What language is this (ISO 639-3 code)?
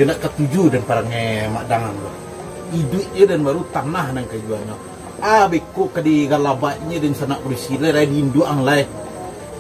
min